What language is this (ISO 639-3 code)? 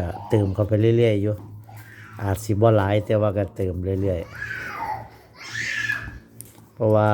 tts